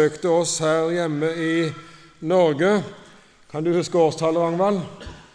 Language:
Norwegian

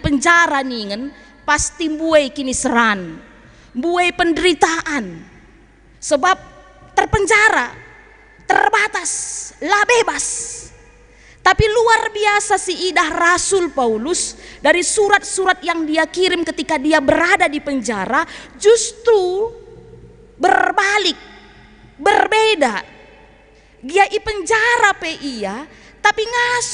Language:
Batak Karo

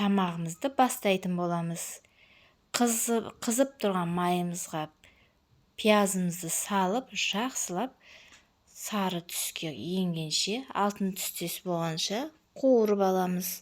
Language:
Kazakh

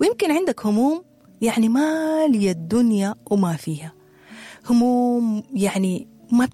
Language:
Sudanese Arabic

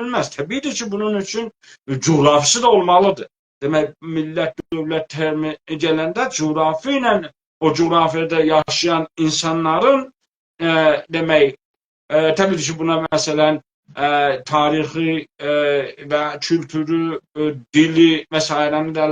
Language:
South Azerbaijani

